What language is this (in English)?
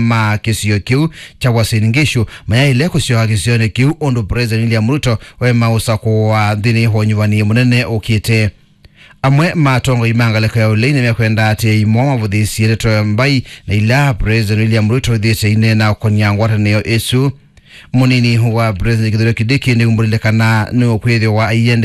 Kamba